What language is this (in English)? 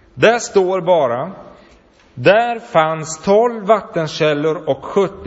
Swedish